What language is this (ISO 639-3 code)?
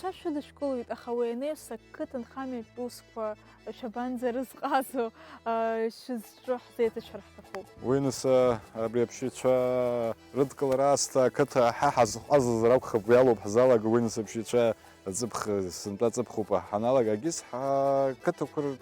abk